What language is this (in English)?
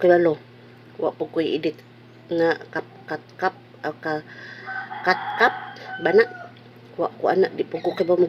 Cebuano